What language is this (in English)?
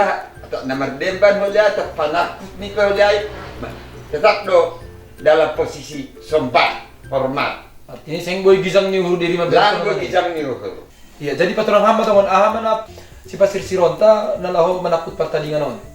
Batak Simalungun